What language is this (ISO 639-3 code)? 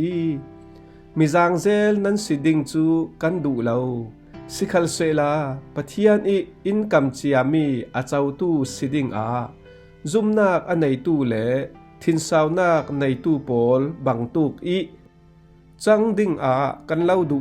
cfm